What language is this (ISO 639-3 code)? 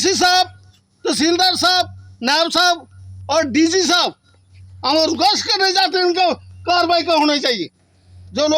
doi